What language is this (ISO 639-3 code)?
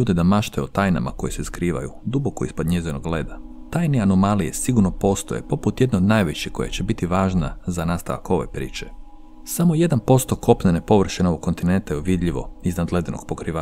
hrv